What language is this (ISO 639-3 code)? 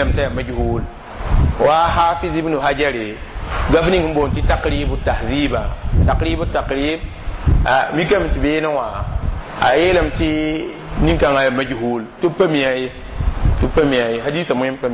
mos